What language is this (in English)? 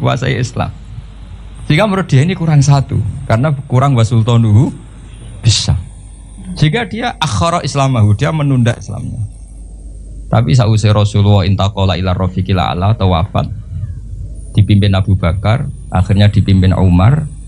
Indonesian